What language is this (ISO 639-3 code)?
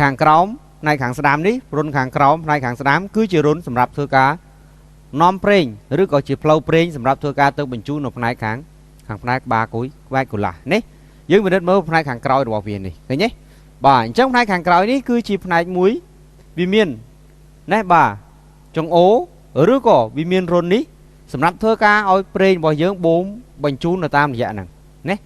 khm